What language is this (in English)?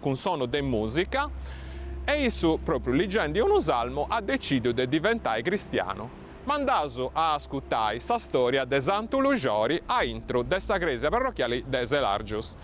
Sardinian